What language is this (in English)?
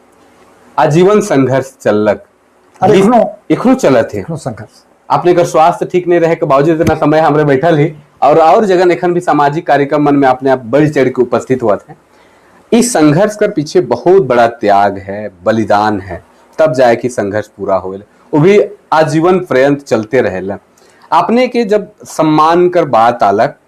Sadri